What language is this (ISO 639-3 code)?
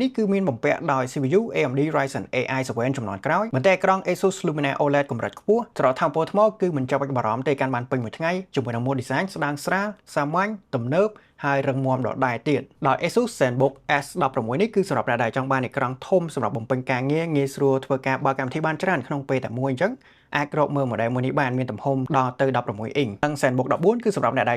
khm